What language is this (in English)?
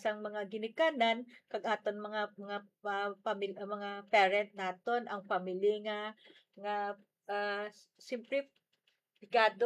Hiligaynon